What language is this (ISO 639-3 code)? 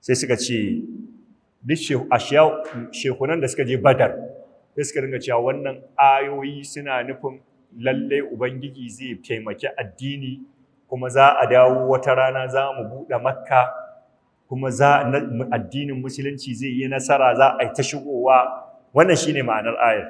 hau